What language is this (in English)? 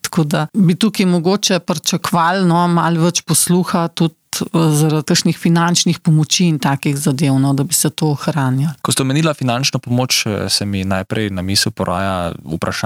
Slovenian